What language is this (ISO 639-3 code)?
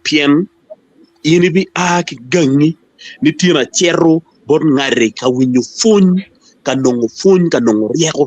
ach